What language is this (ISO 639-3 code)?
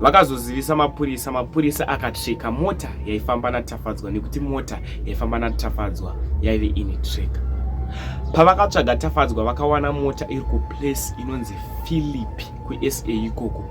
sna